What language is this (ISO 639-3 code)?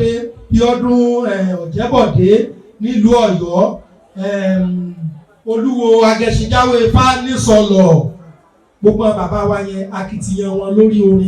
yor